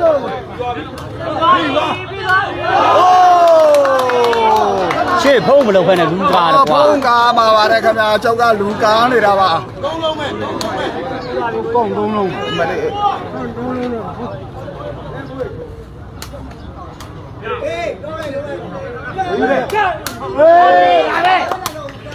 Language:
Burmese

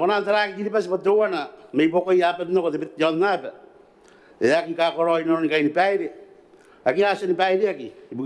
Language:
Gilbertese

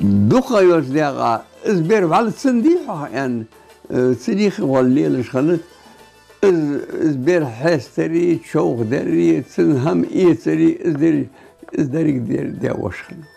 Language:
Ingush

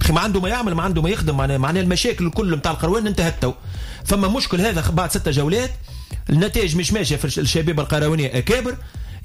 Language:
Tunisian Arabic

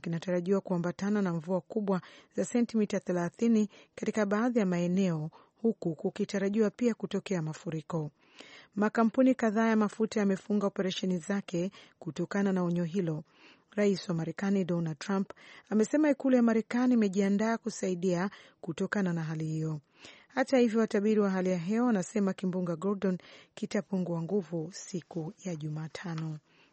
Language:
Swahili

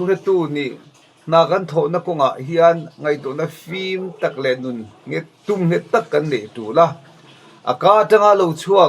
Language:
Mizo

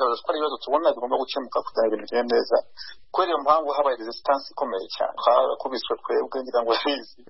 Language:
Kinyarwanda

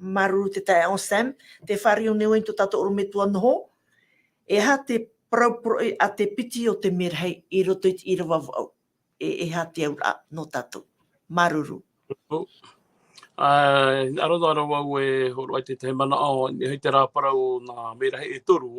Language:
Tahitian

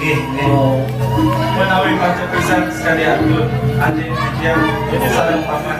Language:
Balinese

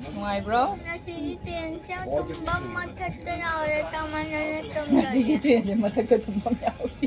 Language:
Manipuri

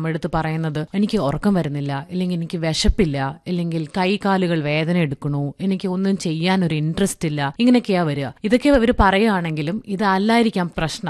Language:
Malayalam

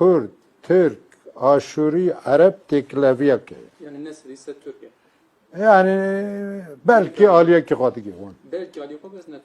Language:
Kurdish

